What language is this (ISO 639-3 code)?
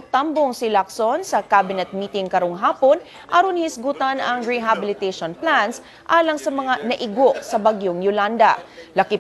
ceb